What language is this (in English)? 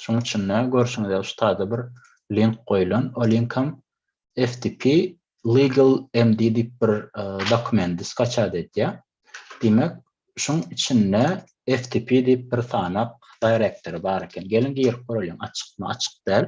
Turkmen